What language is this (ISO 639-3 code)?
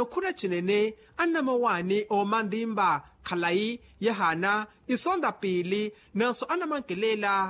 vmw